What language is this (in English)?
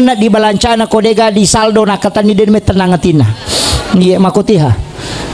Buginese